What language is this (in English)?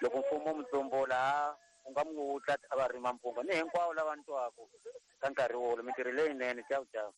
Tsonga